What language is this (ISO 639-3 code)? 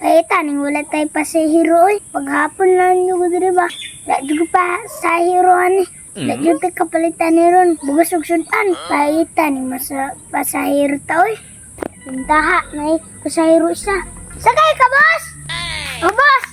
ceb